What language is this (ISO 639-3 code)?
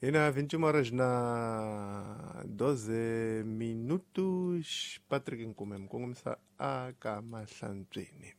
tso